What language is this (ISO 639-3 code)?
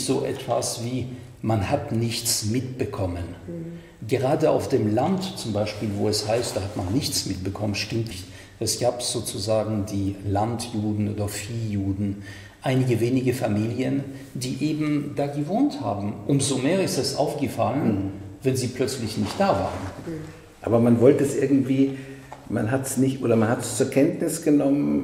deu